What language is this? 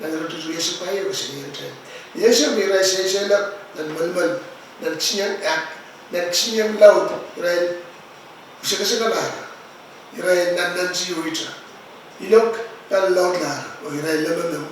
Pohnpeian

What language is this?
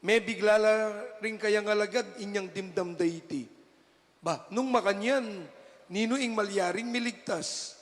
Pampanga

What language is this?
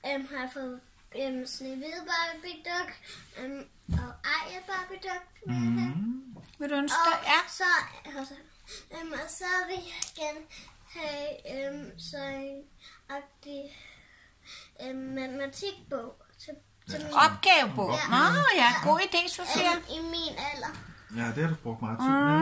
Danish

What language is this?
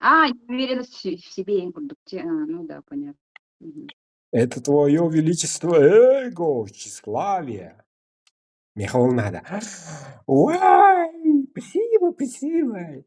Yakut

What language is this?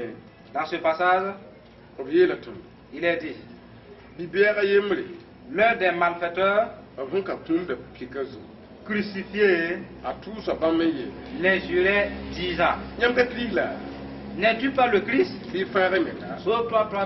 Mossi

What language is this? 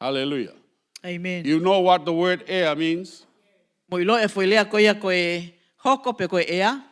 Tongan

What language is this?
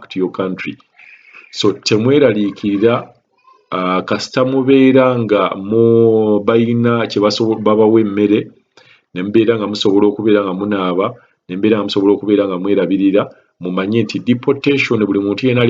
Ganda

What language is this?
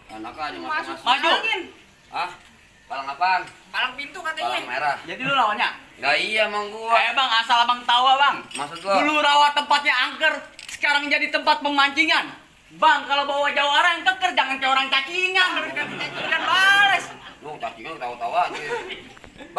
Betawi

